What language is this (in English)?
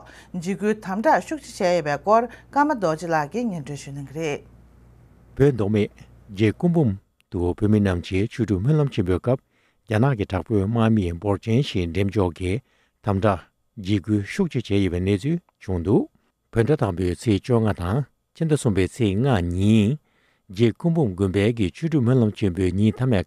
Tibetan